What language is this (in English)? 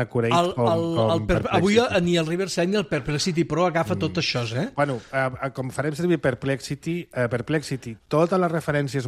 Catalan